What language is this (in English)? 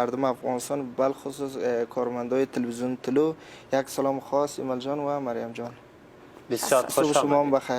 Persian